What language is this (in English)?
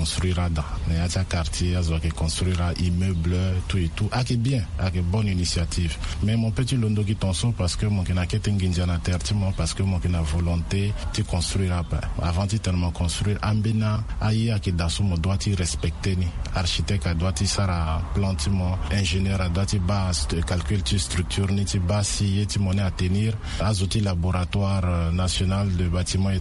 Sango